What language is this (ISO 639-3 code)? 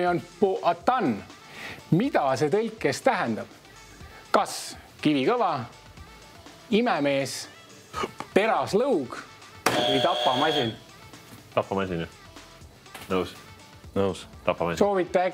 est